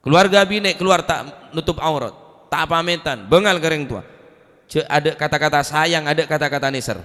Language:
Madurese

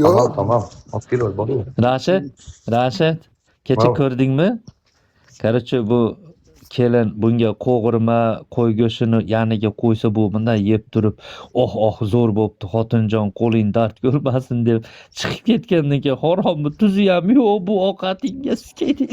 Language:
Uzbek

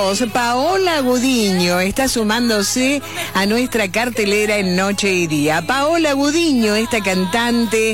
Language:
Spanish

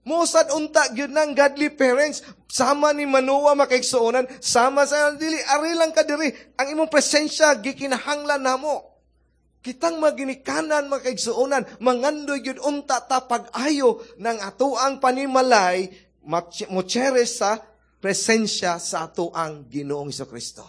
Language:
Cebuano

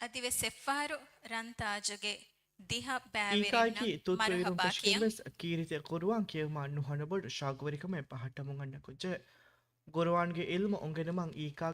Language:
Divehi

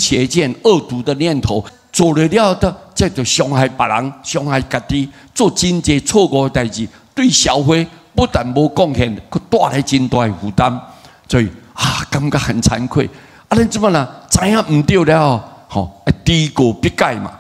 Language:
Min Nan Chinese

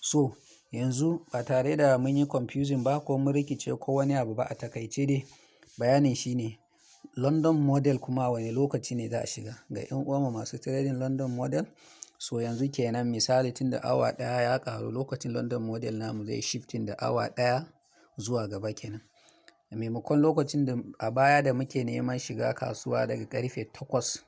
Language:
Hausa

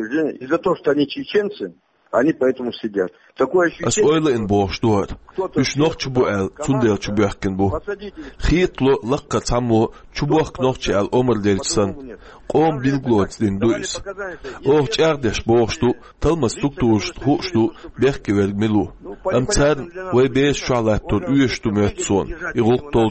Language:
Chechen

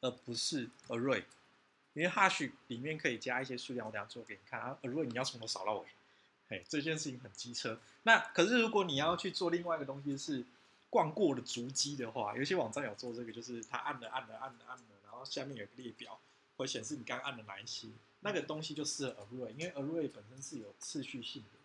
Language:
Chinese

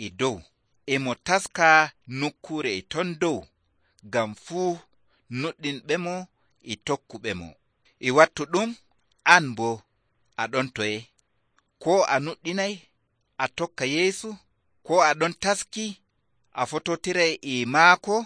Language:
Nigerian Fulfulde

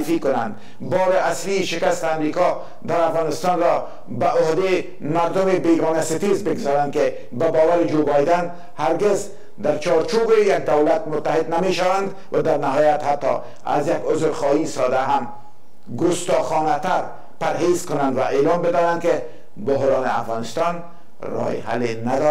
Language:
Persian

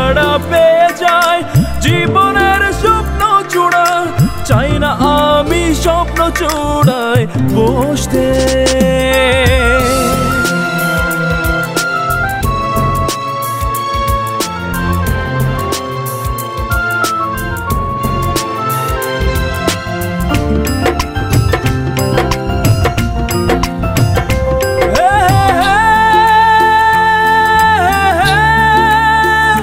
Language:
Bangla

